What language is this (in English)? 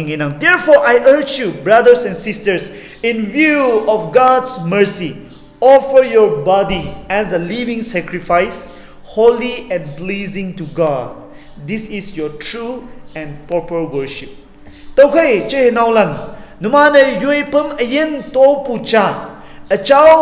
Konyak Naga